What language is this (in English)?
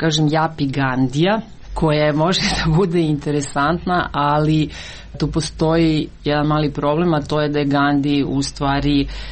Croatian